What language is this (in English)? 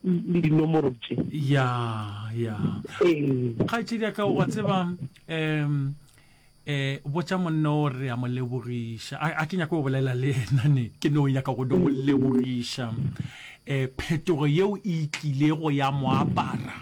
Northern Sotho